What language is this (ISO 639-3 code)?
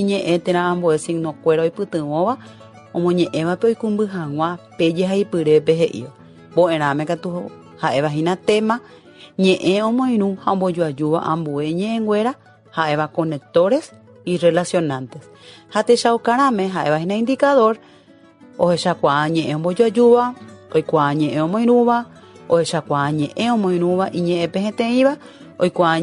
grn